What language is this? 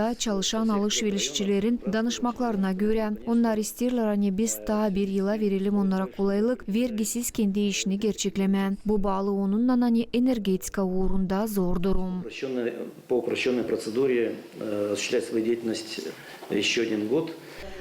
Gagauz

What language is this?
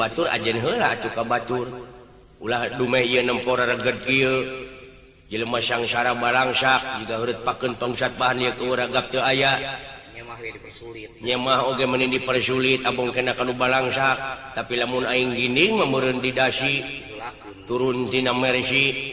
Sundanese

